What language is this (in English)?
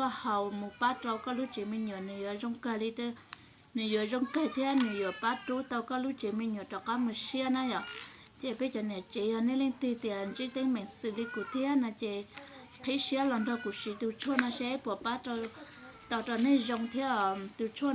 Hmong